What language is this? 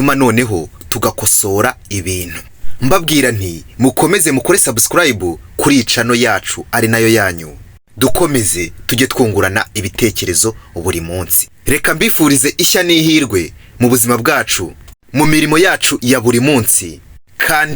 Kinyarwanda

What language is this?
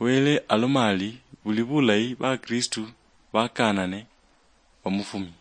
Luyia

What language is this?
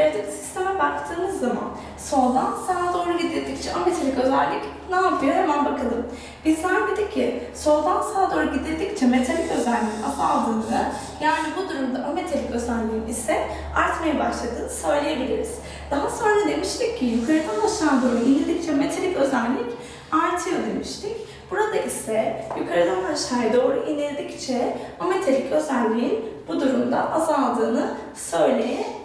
Turkish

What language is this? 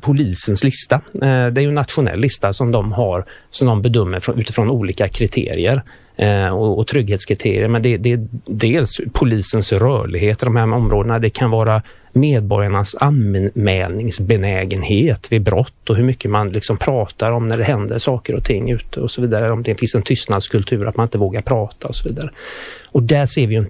Swedish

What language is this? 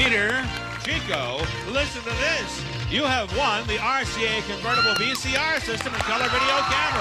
English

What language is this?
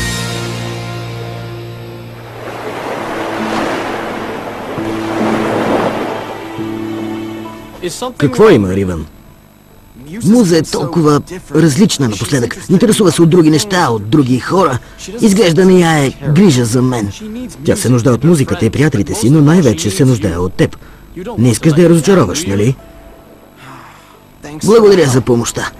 Bulgarian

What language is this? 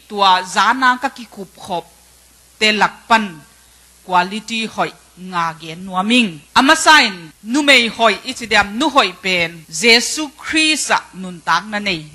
Tedim Chin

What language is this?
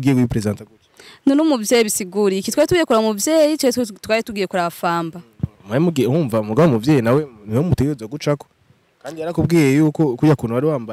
Rundi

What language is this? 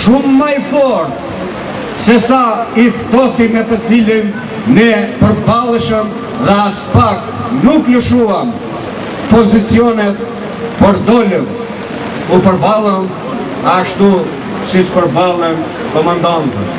Albanian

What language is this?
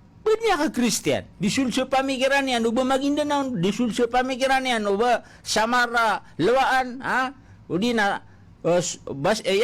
Maranao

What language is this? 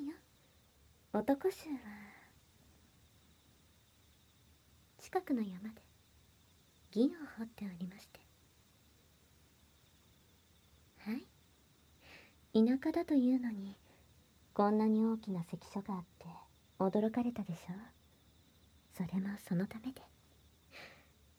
Japanese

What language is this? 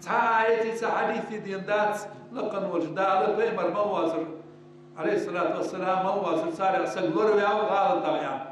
Ingush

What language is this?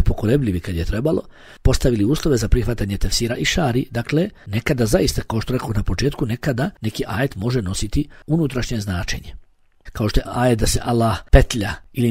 Bosnian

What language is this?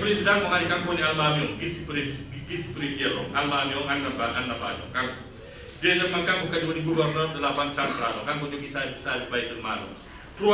Fula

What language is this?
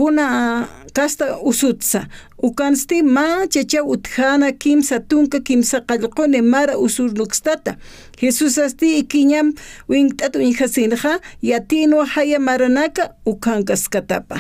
Aymara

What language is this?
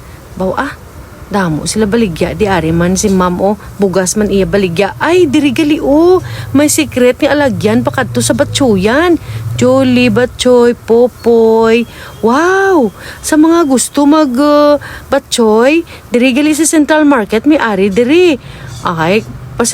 Hiligaynon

